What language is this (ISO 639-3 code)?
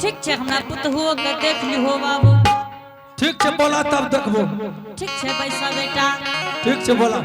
anp